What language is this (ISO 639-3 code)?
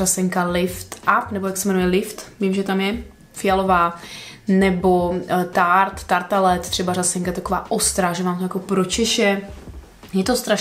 ces